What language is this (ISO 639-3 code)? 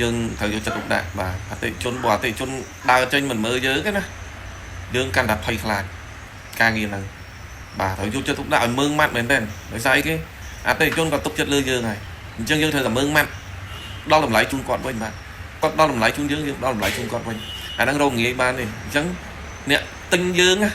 khm